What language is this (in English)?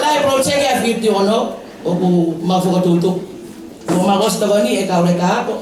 Tongan